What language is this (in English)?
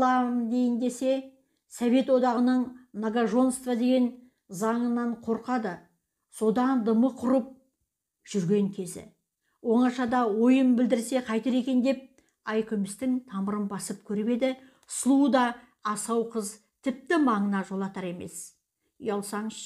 Kazakh